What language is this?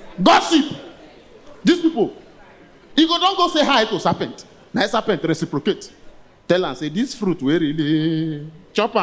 Nigerian Pidgin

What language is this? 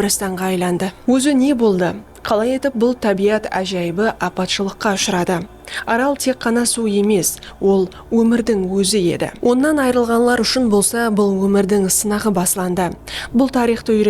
Kara-Kalpak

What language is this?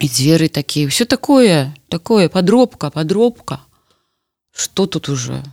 Belarusian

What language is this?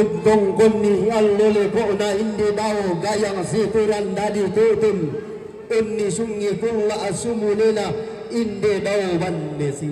Toraja-Sa'dan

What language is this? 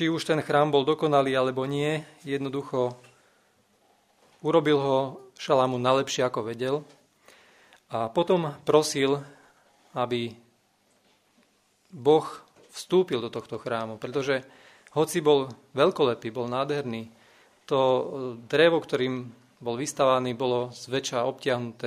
Slovak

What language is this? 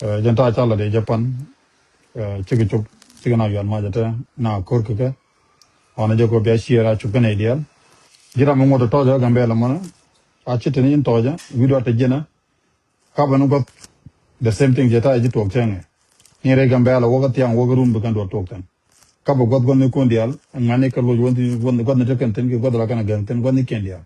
Nuer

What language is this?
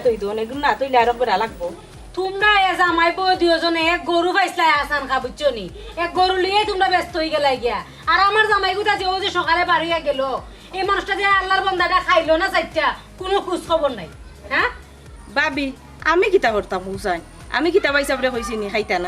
Sylheti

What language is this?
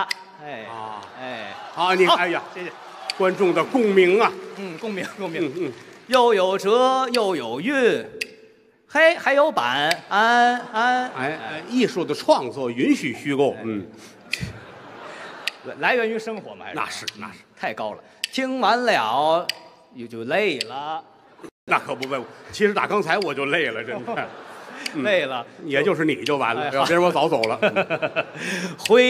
Chinese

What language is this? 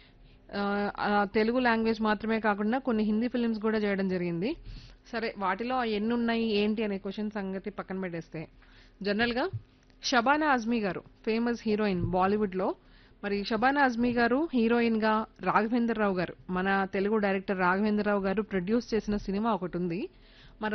Telugu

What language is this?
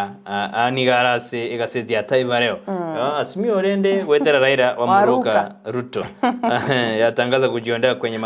Gusii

